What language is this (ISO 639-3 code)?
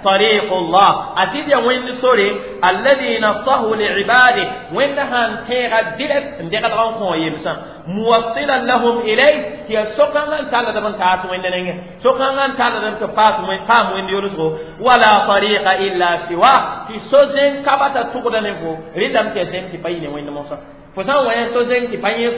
mos